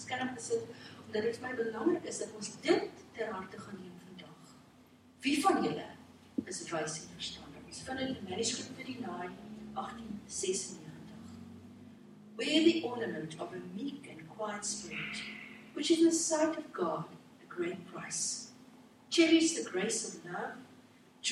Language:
Afrikaans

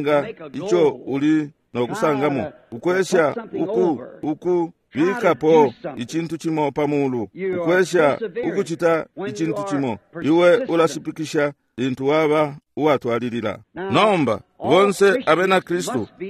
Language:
Bemba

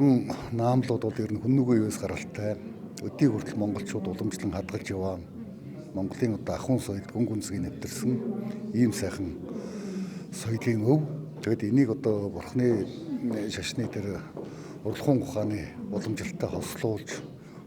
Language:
Mongolian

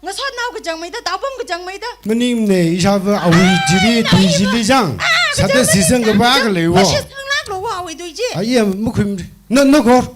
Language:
Tangkhul Naga (India)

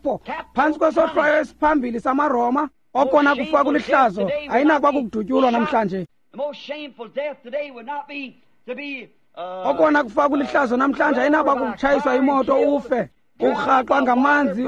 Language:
Xhosa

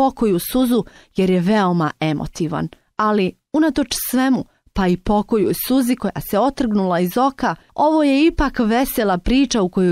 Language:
Bosnian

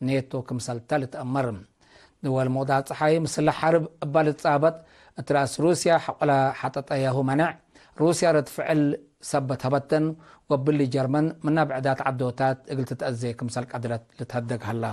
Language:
Tigre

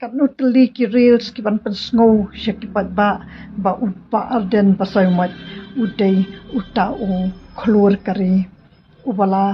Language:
Khasi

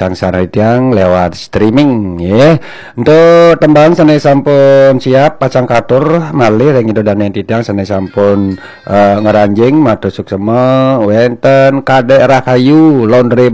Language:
Balinese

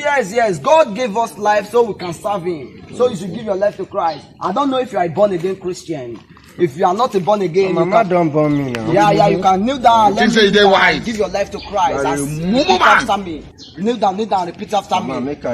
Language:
Nigerian Pidgin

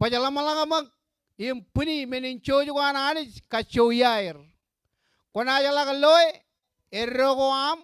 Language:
Marshallese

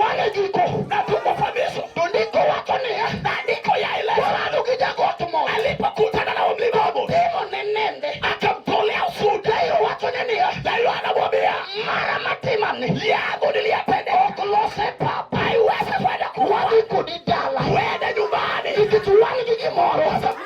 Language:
Luo (Kenya and Tanzania)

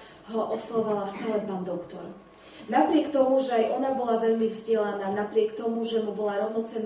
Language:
Slovak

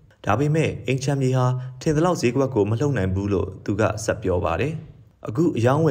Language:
Burmese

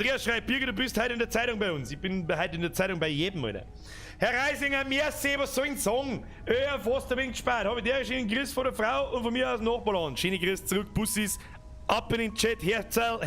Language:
Bavarian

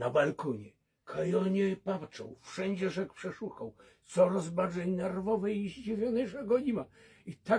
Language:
Silesian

